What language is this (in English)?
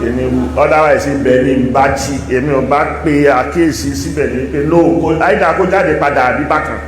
Yoruba